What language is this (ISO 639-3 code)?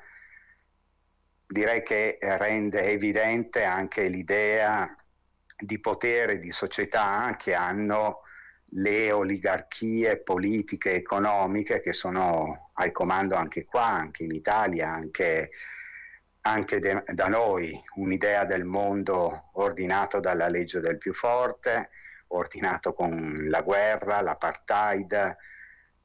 ita